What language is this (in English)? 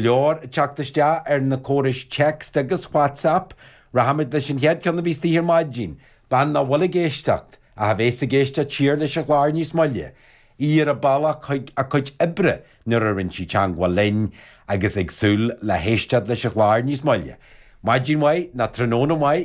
Irish